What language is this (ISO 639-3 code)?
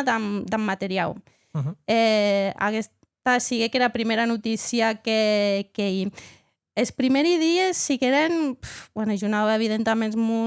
oci